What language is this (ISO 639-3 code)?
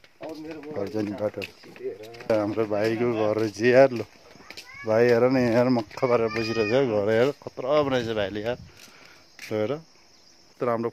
nep